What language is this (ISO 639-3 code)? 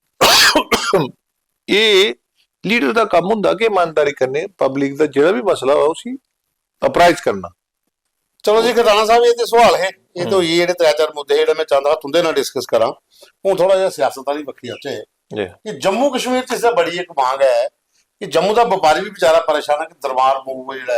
doi